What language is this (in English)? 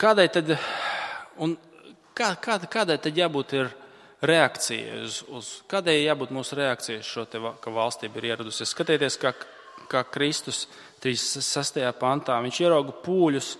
Latvian